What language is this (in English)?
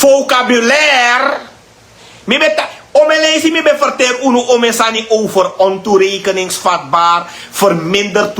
Sranan Tongo